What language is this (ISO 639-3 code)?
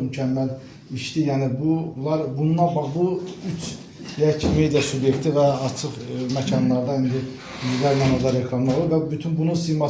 aze